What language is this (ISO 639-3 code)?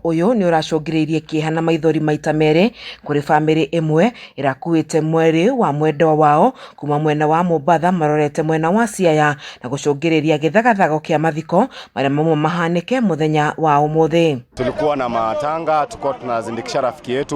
kik